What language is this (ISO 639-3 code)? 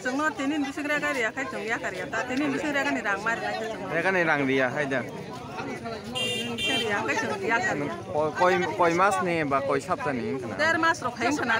trp